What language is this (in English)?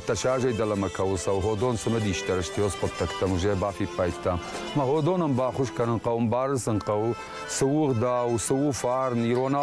Ossetic